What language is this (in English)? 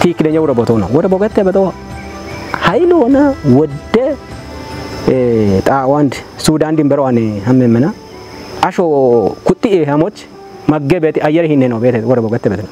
Kafa